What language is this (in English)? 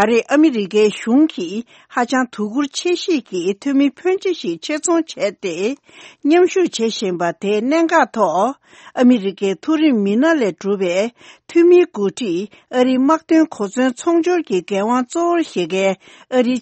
Tibetan